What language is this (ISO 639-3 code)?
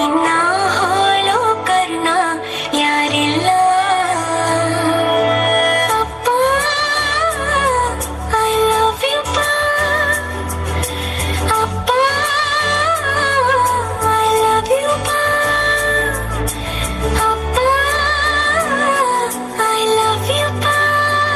kan